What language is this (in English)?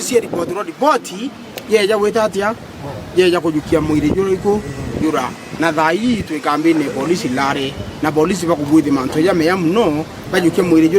Meru